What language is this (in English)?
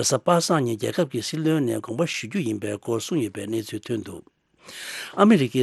Tibetan